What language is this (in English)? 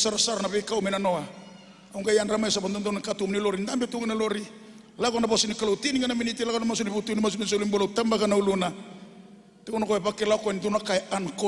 Fijian